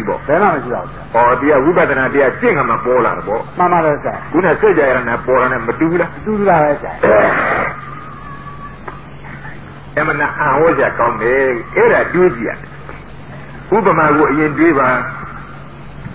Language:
Burmese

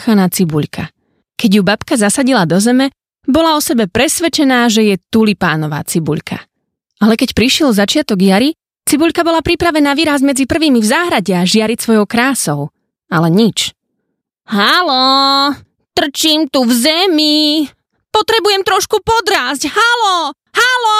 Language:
Slovak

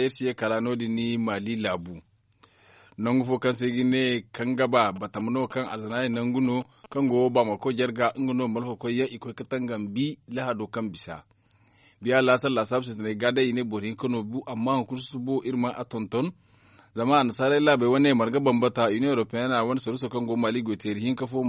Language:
Zarma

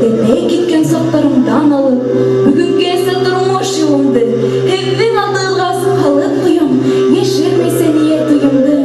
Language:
Bashkir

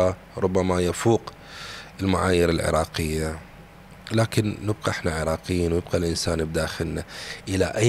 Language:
Mesopotamian Arabic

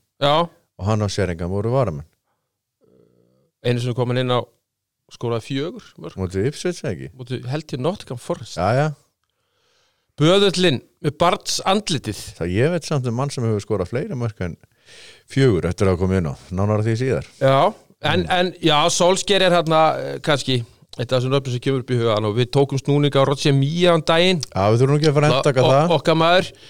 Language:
Icelandic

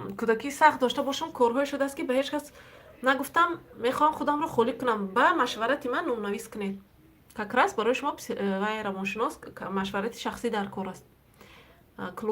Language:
Tajik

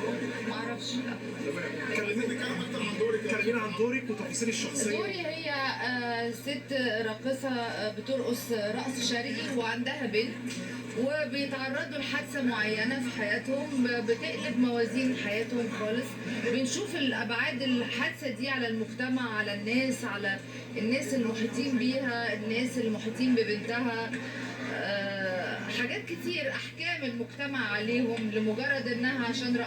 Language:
Egyptian Arabic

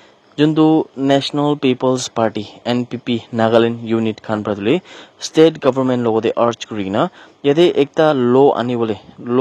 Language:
Naga Pidgin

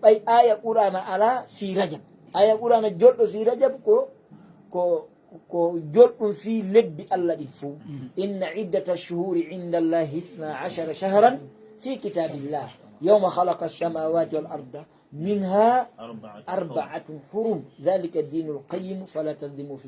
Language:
Fula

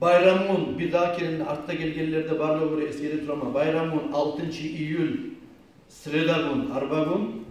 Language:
Kumyk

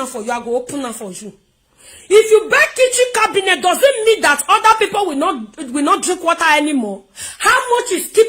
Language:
Nigerian Pidgin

